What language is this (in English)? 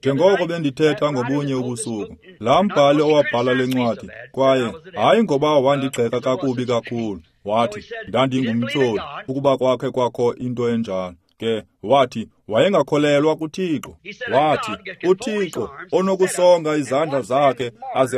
Xhosa